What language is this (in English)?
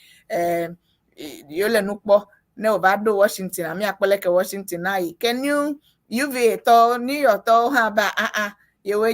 Ewe